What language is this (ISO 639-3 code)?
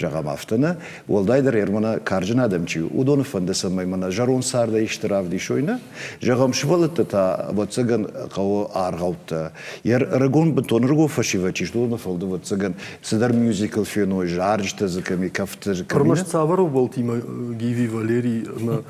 oss